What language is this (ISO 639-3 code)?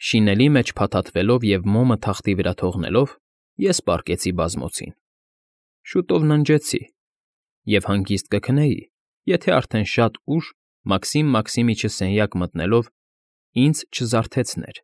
hye